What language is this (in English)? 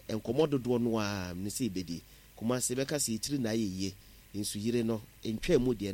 Akan